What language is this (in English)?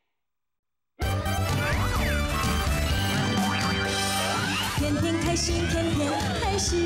Min Nan Chinese